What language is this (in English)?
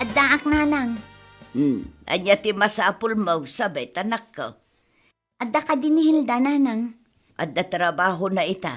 Iloko